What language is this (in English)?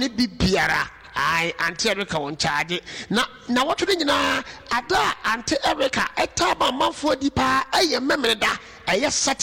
Akan